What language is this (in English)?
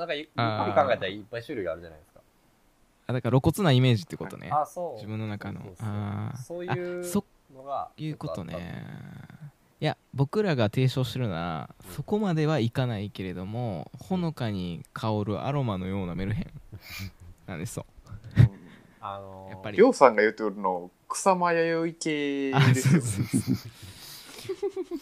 Japanese